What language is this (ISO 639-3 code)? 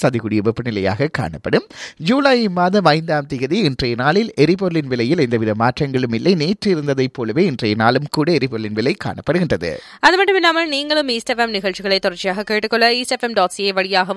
tam